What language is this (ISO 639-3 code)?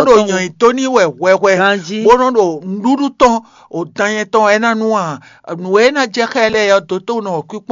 fon